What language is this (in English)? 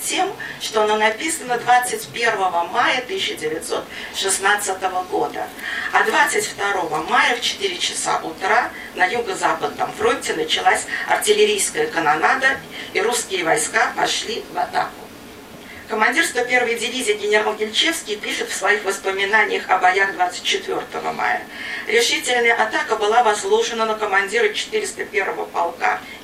Russian